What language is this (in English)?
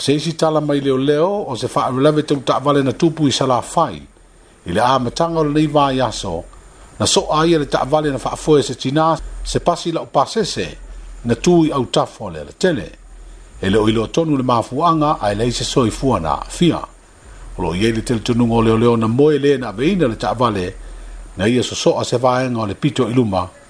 Samoan